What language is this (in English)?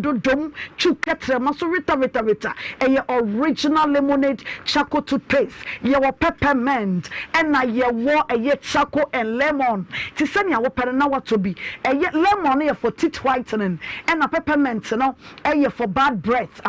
Akan